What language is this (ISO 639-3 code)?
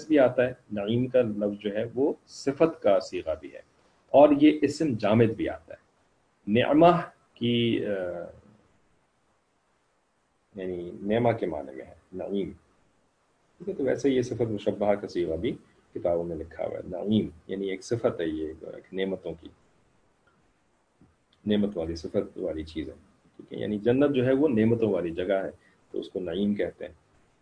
urd